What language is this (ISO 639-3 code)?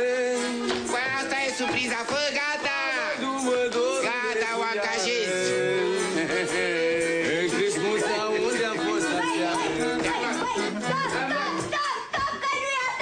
ron